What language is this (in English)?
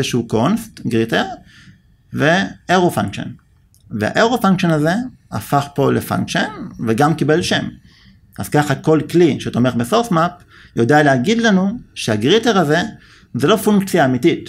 Hebrew